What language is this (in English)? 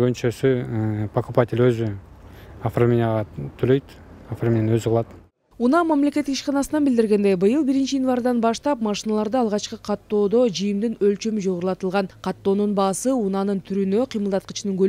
Kyrgyz